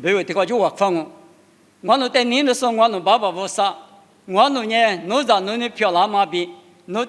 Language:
Lisu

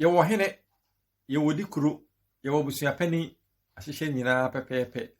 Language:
Akan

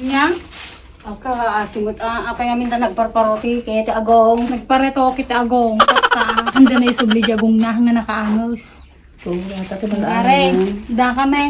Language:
Iloko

